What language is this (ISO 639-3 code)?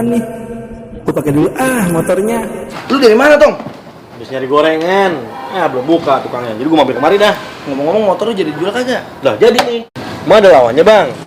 bew